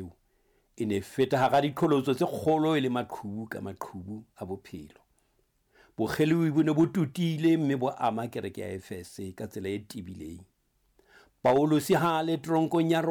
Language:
Southern Sotho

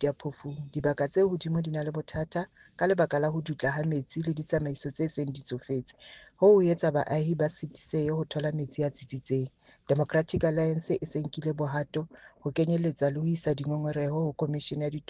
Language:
Southern Sotho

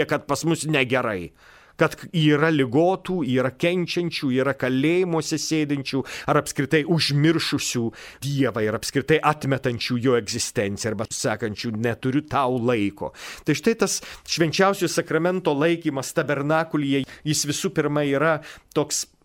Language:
Lithuanian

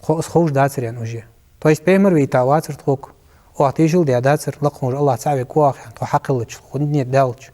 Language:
Ingush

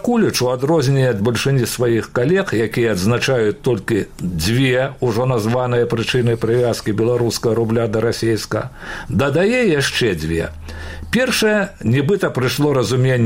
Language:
Belarusian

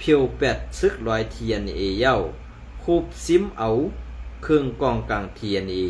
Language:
Shan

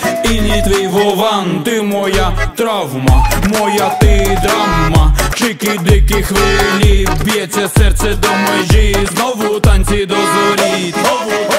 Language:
Ukrainian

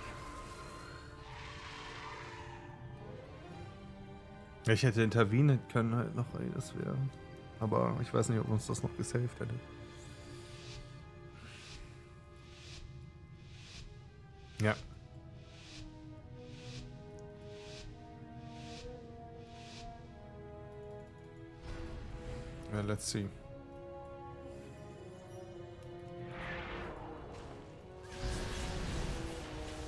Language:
German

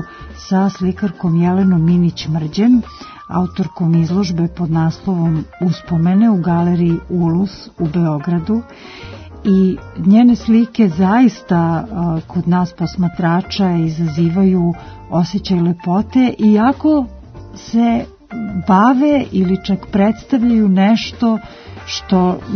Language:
Serbian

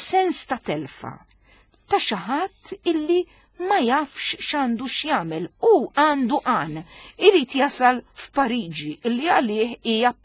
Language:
Maltese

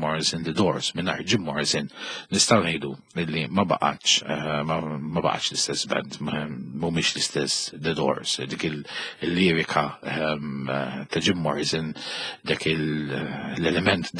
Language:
Maltese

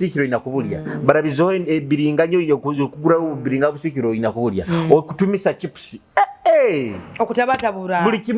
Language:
Nyoro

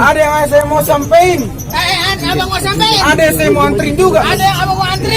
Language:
Betawi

